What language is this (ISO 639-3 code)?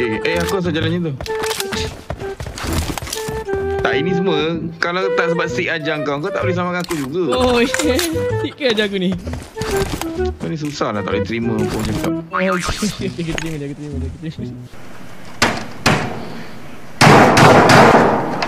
msa